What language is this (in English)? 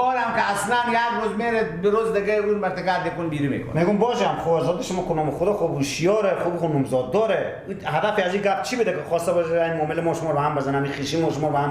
Persian